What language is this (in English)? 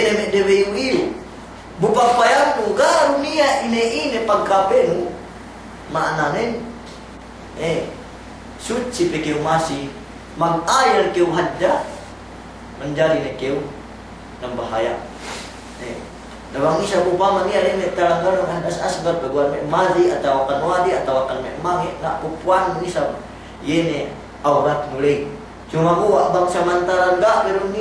Yakan